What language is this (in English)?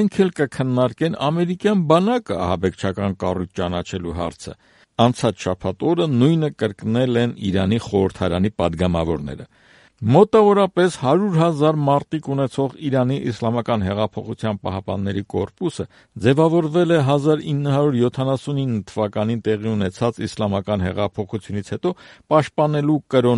Armenian